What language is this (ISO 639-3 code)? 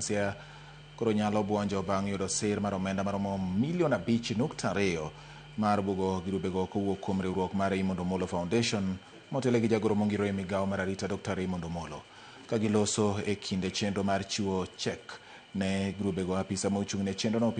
luo